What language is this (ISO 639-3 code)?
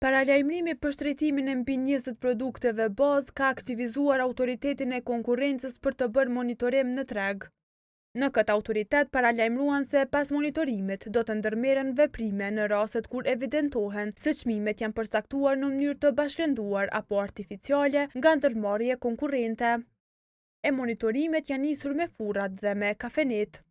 sqi